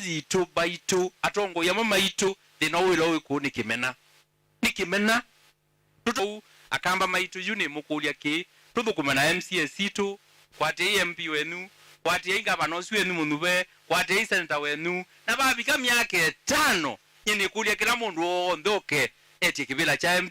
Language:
Kamba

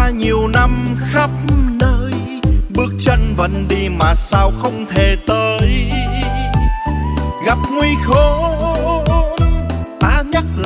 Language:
Vietnamese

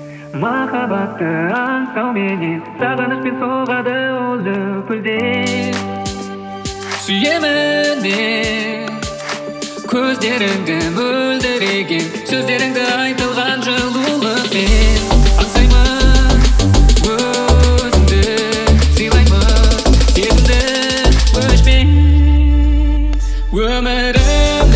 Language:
Kazakh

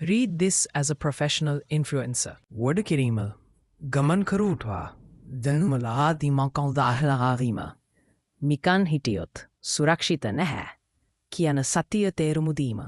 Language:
Sinhala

